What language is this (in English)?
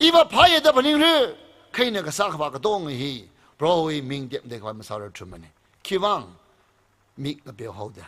Tangkhul Naga (India)